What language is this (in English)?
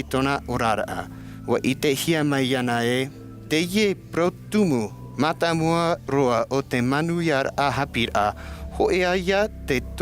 Tahitian